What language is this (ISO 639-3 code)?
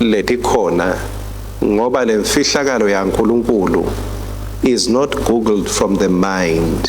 ssw